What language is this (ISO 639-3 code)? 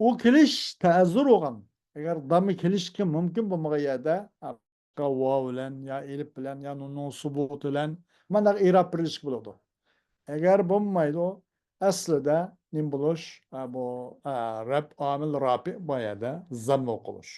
uig